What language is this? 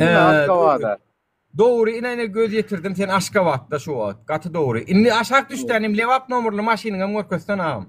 Turkmen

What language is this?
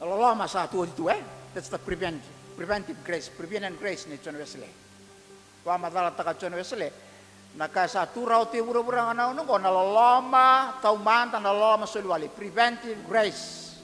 Fijian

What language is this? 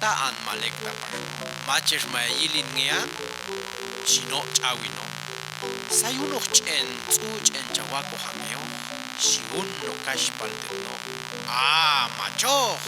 Popti'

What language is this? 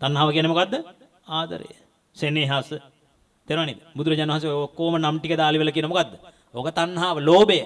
Sinhala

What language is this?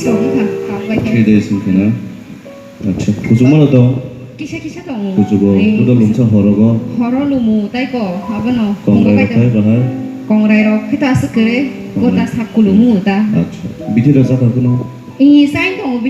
Kok Borok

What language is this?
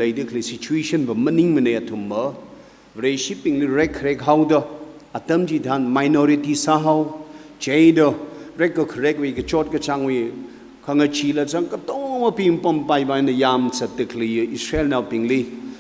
Tangkhul Naga (India)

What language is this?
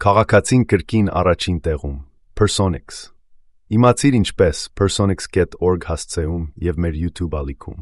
Armenian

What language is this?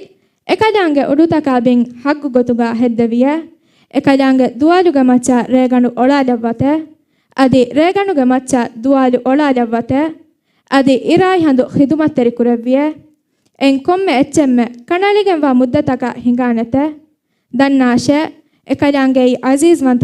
Divehi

